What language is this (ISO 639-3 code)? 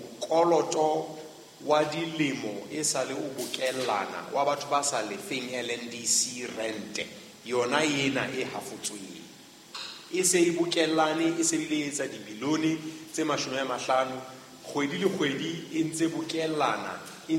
sot